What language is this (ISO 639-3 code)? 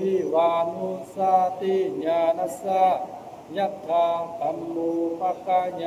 pli